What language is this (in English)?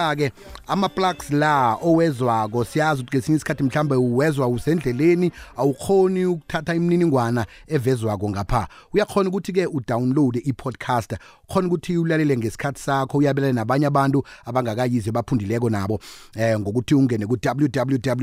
South Ndebele